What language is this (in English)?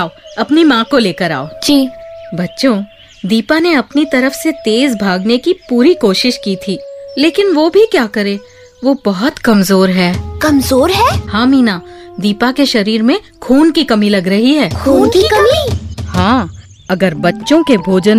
Hindi